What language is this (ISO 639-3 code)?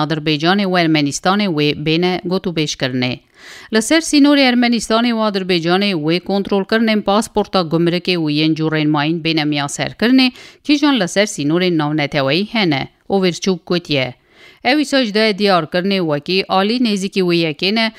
kur